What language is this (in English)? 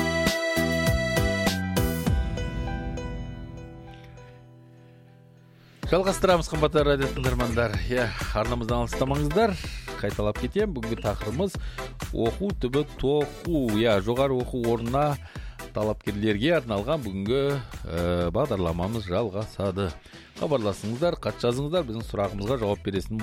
Kazakh